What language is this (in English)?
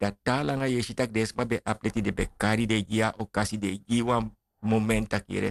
Sranan Tongo